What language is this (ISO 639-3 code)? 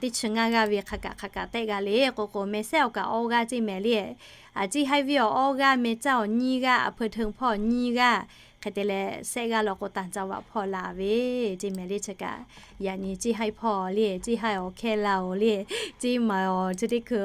lhu